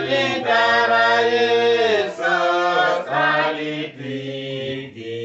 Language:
Uduk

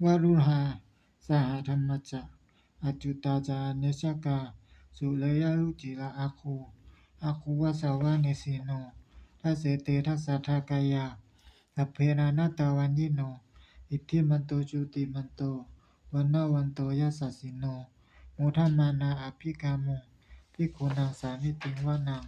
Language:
Pali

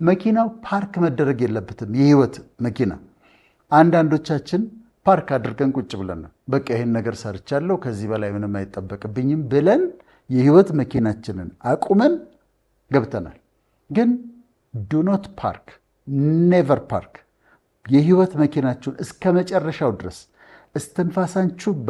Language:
Amharic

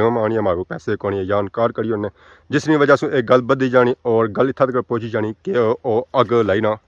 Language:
Pahari-Potwari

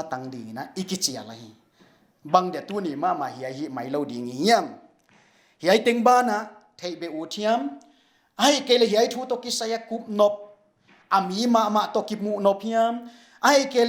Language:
Paite Chin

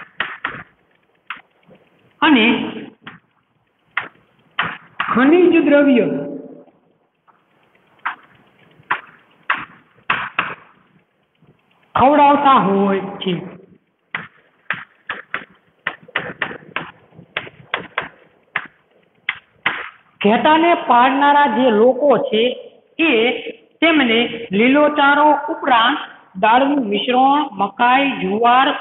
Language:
Gujarati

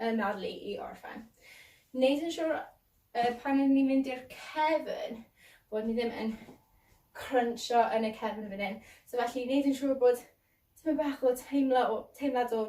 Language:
Welsh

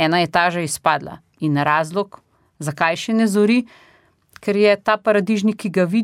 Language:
Slovenian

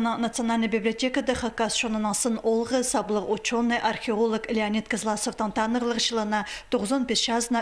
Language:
Khakas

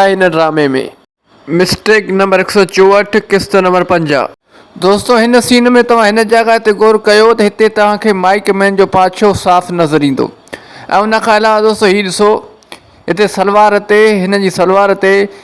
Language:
Sindhi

